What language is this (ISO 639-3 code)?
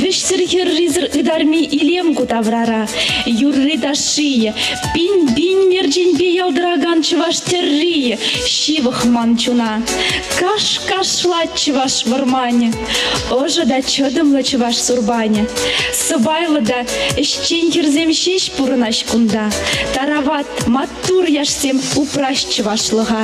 chv